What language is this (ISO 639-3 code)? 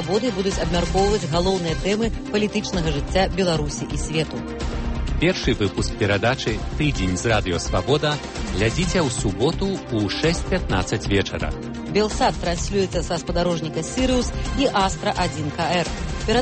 bel